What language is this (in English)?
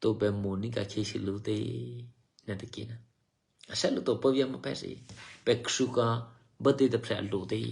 Eastern Kayah